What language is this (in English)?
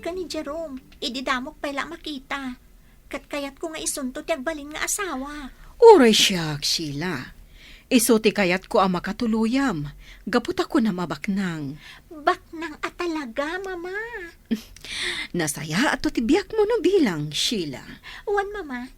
Iloko